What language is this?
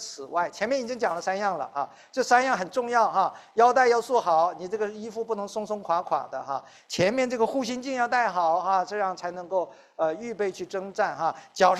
Chinese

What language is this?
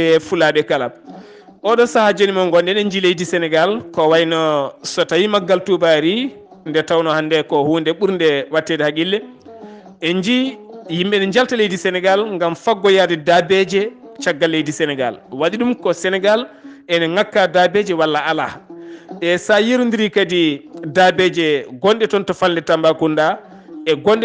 Fula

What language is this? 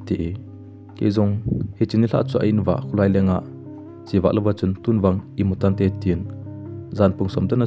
Thado Chin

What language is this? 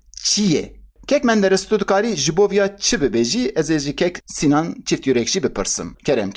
Kurdish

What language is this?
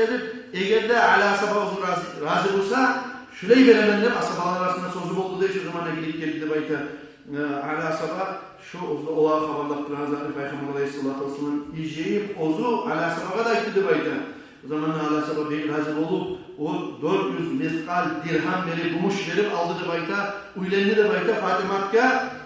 Kumyk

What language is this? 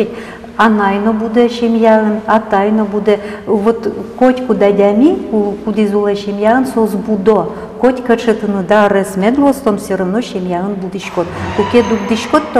Udmurt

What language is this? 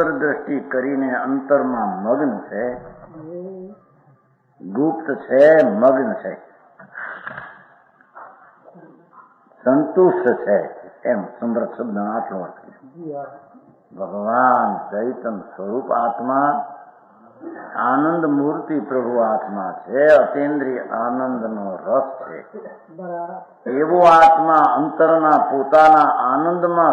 Gujarati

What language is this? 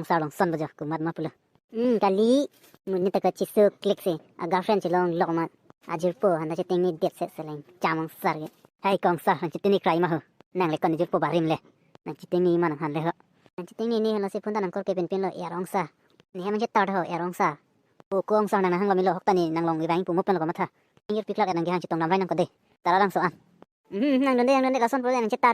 Karbi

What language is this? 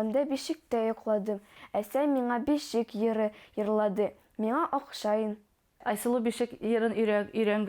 Bashkir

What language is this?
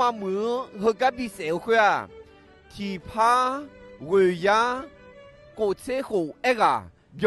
Akha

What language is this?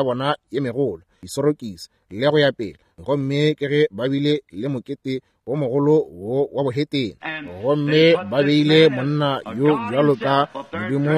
Northern Sotho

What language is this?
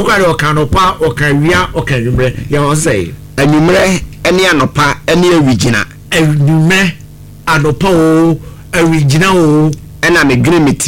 Akan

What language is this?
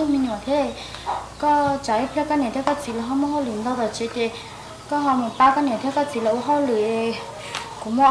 Hmong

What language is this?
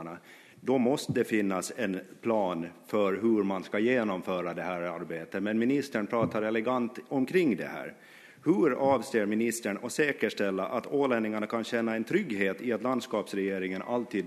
Swedish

